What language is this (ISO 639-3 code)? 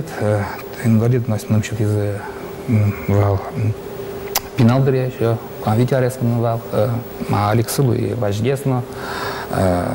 udm